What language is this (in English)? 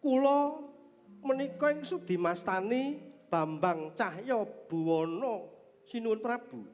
Javanese